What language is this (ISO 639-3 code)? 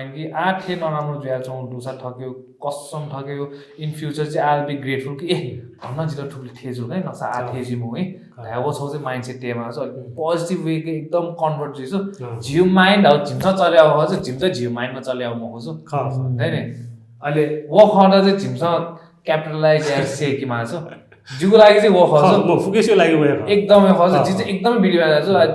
new